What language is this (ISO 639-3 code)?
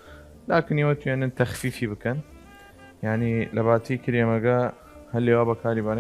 sdh